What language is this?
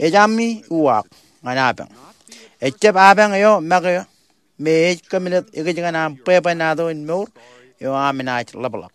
Marshallese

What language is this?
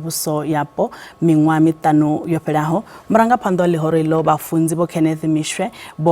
Venda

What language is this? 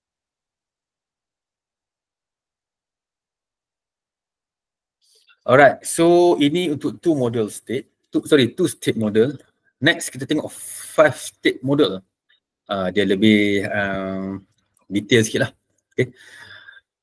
Malay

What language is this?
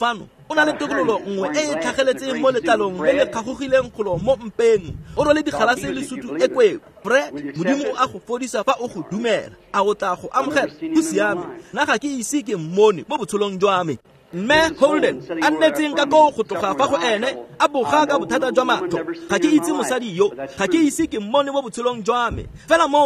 Tswana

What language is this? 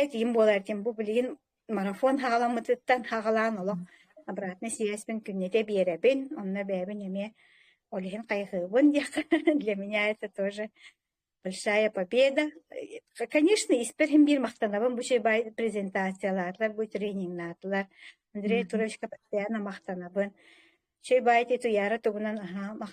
Yakut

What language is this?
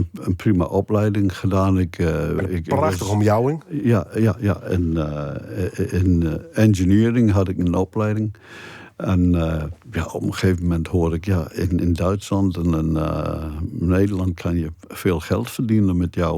Western Frisian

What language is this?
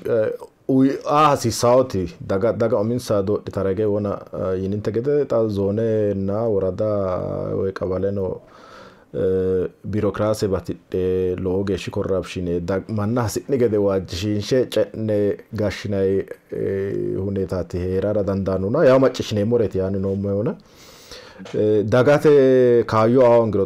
Sidamo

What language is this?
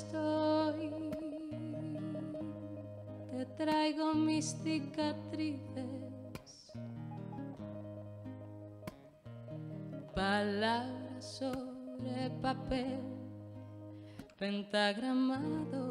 Spanish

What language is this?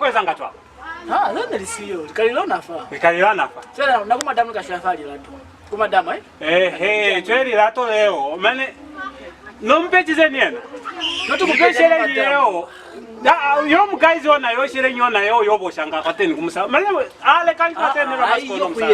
Lozi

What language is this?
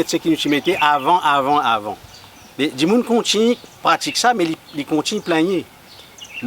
Morisyen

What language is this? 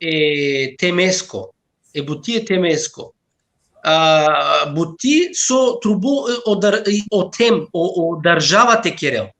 Balkan Romani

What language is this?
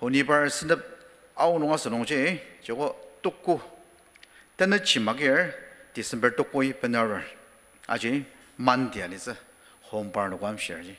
Ao Naga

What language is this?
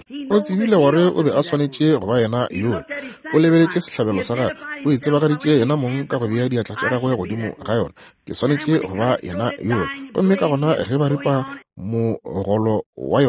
Northern Sotho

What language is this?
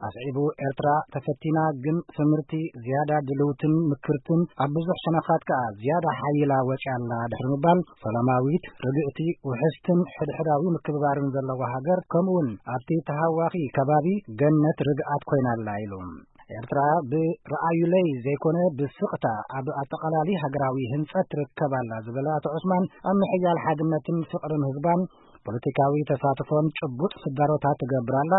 Tigrinya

